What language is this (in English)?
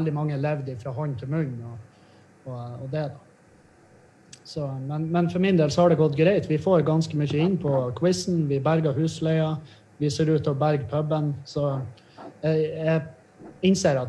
Norwegian